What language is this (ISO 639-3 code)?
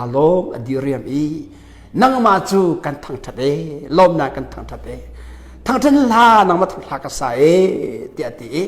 cnh